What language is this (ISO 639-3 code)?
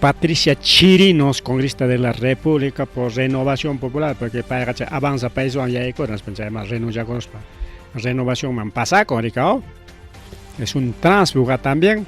quy